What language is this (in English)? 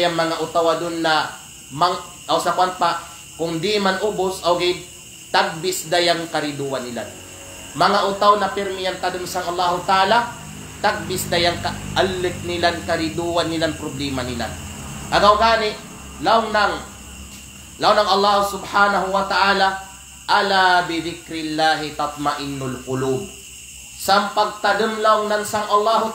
Kalagan